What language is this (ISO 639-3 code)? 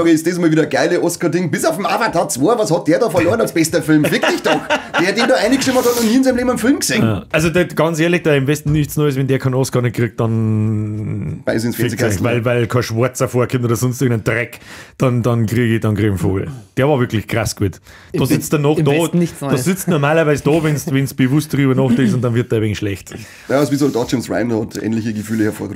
bar